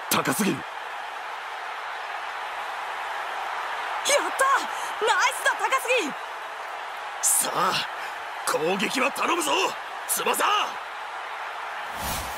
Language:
Japanese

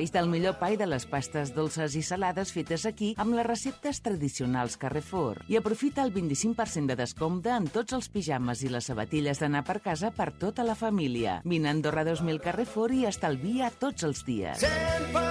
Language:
Catalan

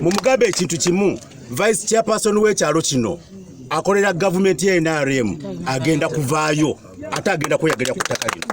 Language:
Ganda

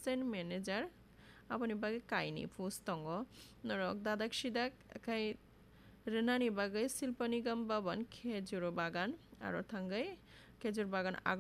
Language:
Kok Borok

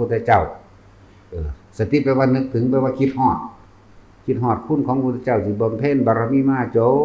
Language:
Northeastern Thai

